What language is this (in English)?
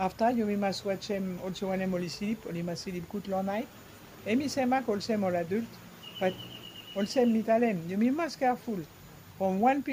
Bislama